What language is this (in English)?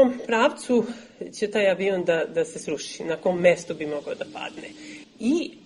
Serbian